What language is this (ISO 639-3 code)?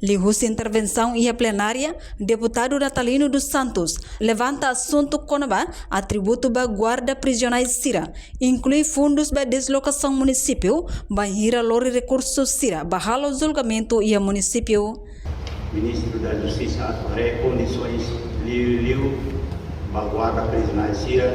tet